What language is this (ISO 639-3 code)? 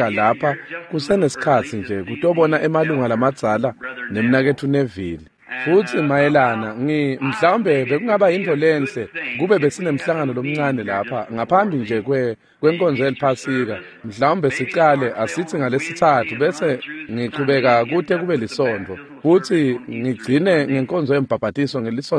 ssw